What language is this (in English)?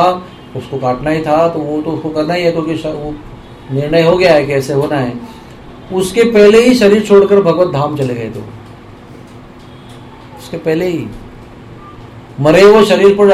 Hindi